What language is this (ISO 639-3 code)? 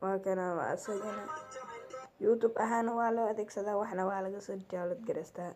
som